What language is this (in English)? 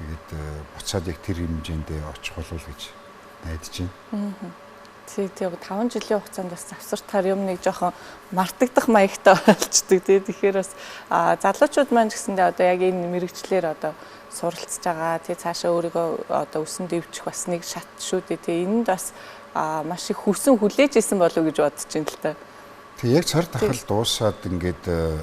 Mongolian